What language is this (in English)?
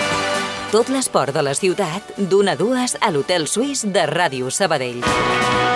Catalan